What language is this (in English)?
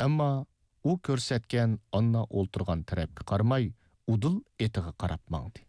Uyghur